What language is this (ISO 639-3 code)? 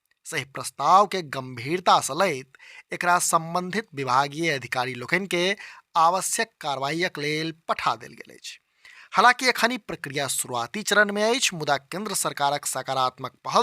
mai